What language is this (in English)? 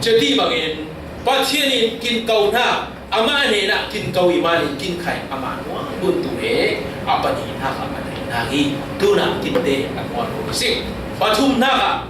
Falam Chin